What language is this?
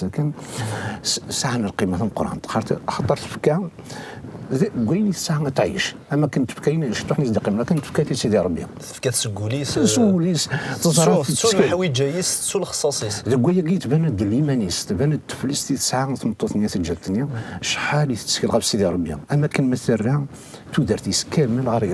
Kabyle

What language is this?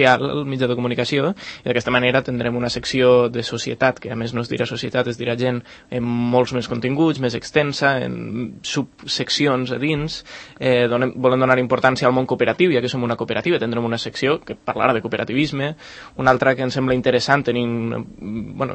Catalan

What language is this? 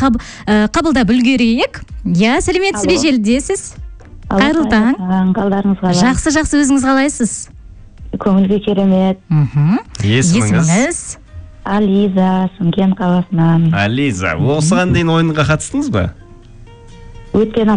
Kazakh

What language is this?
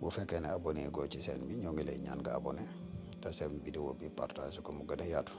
Wolof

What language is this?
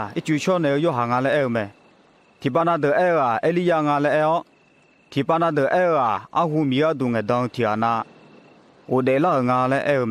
Akha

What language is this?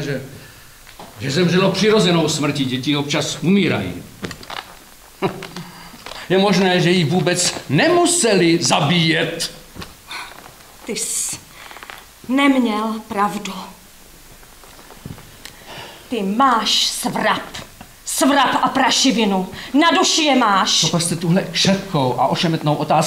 Czech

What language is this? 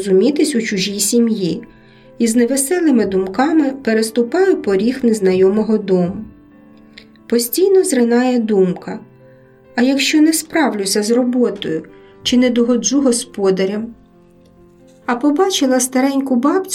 Ukrainian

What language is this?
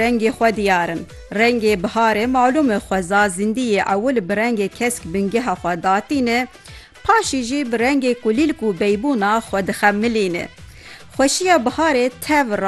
Kurdish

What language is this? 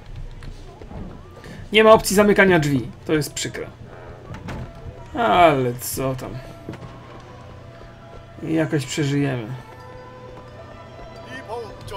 Polish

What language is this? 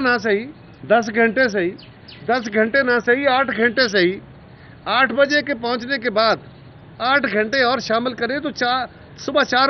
Urdu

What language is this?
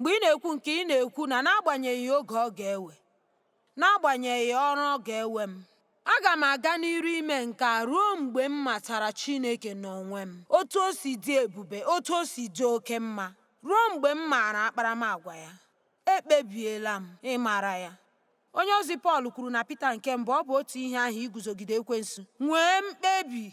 Igbo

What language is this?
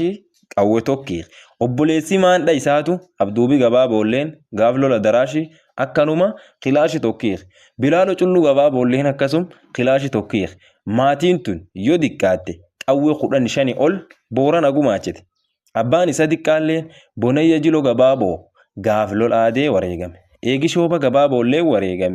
Oromo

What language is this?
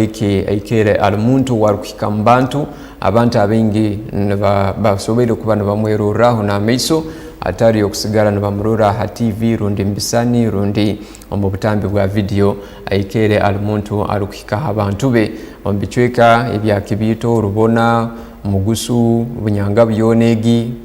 Tooro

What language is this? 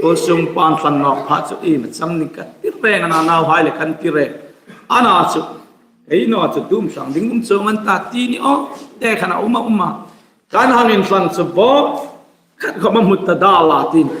Hmar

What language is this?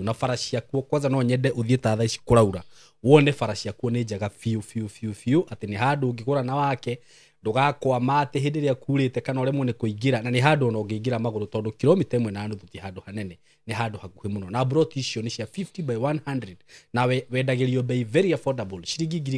Kikuyu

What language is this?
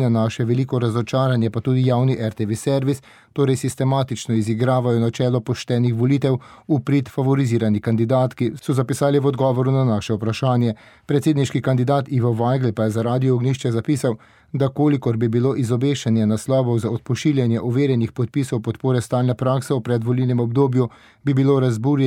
Slovenian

